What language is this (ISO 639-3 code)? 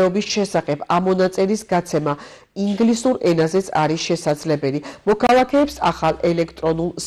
kat